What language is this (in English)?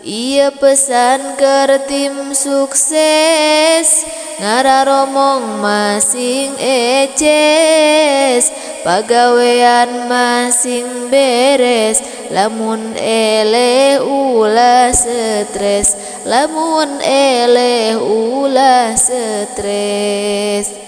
Sundanese